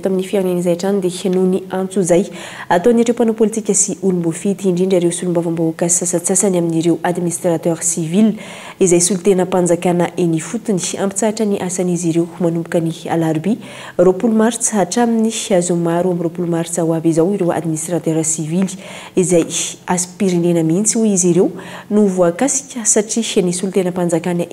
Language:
Malagasy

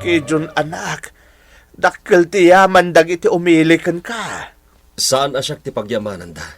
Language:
Iloko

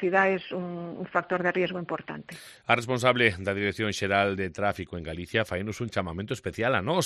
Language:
Galician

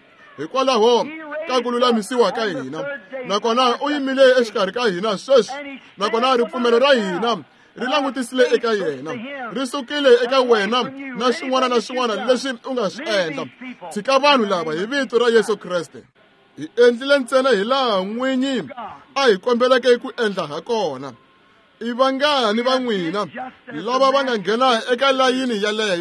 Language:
Tsonga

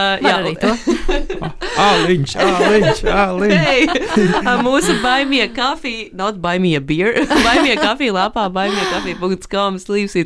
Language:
Latvian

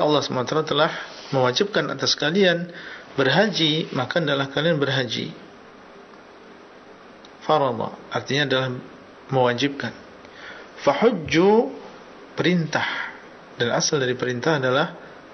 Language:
Indonesian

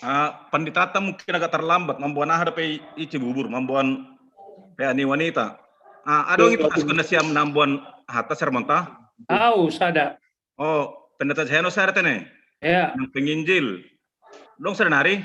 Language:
Batak Simalungun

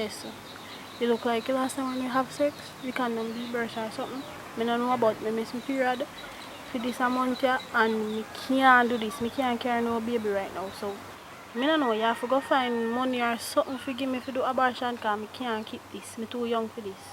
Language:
Jamaican Creole English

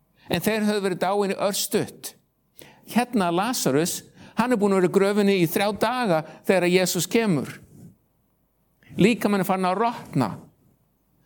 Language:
Icelandic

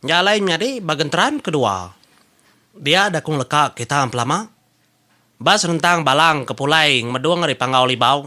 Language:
Iban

